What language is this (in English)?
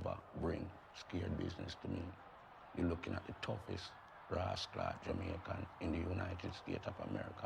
Jamaican Creole English